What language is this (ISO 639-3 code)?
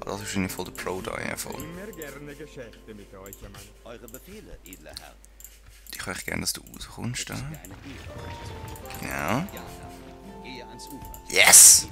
gsw